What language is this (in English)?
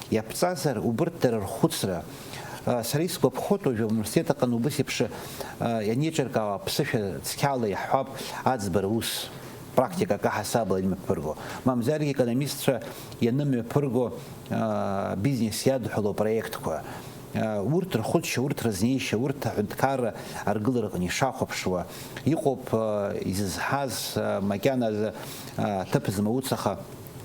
Abkhazian